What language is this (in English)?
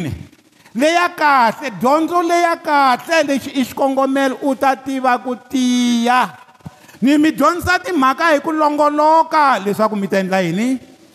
Tsonga